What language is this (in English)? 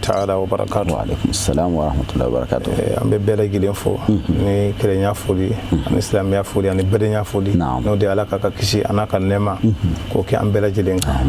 Bambara